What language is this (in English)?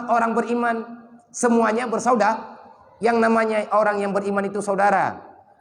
Achinese